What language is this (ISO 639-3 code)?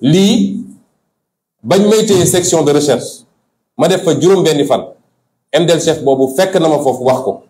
wol